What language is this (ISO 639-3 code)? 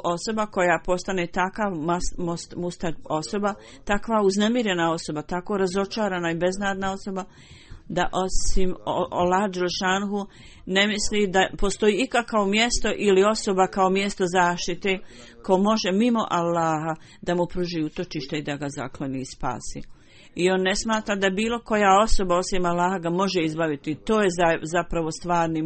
bos